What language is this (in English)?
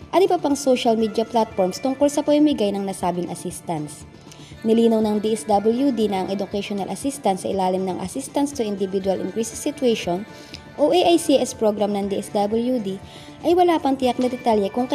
Filipino